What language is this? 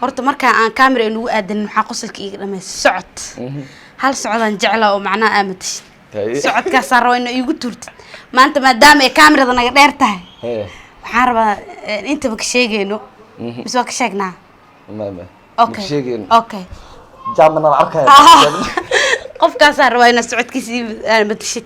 Somali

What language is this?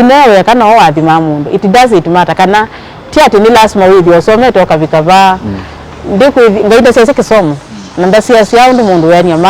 Kamba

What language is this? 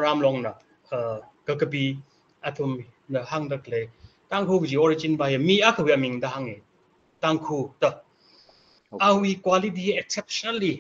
Tangkhul Naga (India)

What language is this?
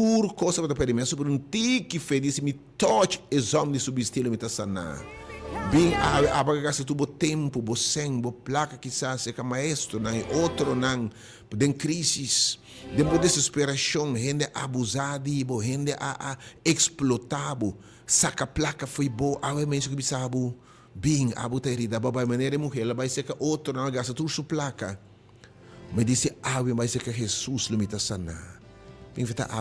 Papiamento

